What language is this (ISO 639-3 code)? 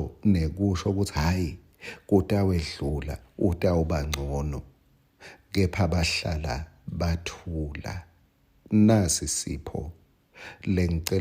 ssw